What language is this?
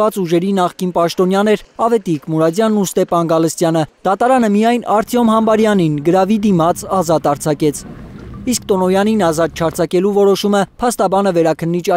Armenian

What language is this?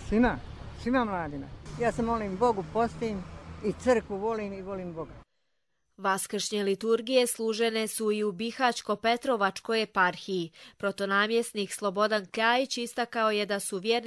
Serbian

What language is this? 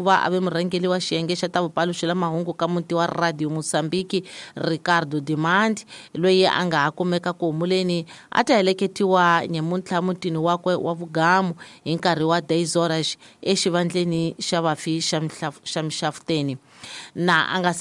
Tsonga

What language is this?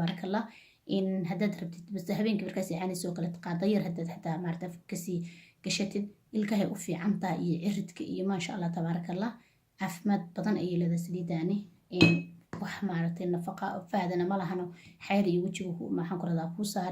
Somali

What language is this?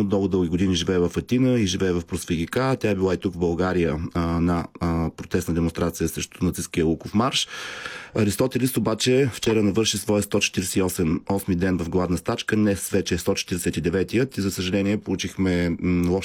Bulgarian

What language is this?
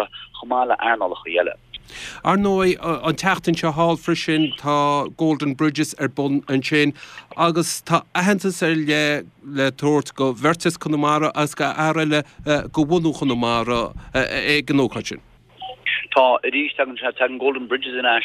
Irish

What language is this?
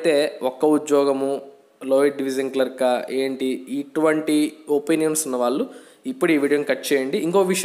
Telugu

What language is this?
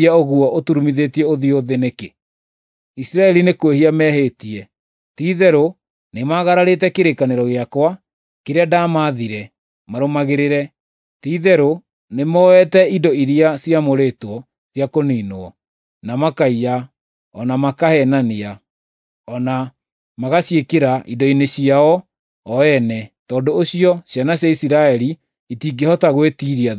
Kikuyu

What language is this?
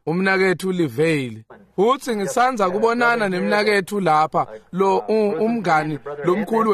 Swati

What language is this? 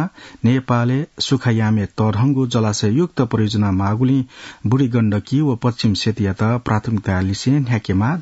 Newari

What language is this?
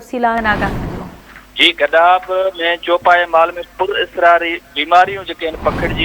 Sindhi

